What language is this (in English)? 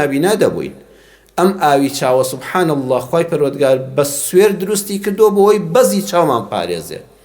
Central Kurdish